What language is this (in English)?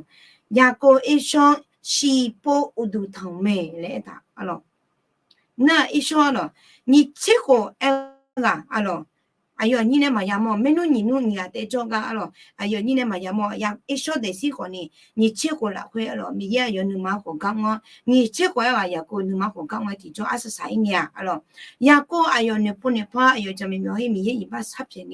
Akha